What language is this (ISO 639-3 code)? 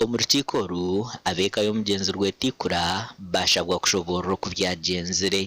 nyn